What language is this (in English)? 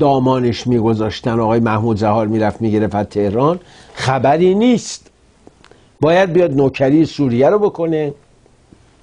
Persian